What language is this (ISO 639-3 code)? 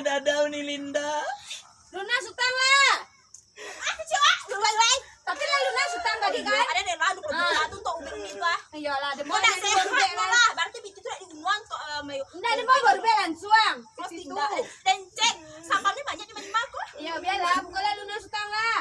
min